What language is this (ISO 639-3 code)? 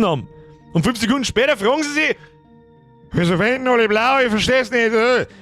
bar